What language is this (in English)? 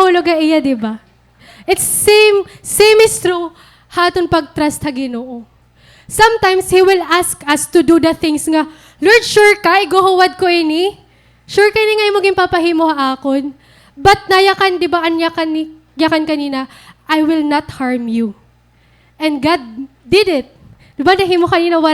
Waray